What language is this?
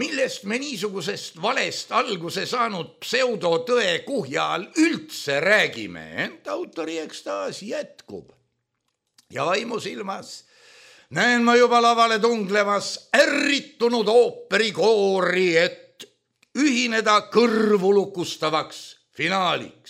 Estonian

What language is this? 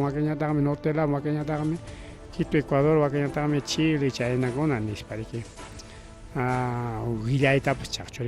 Ayacucho Quechua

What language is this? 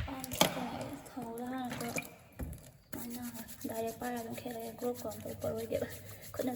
Manipuri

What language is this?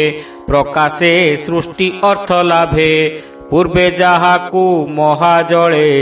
Odia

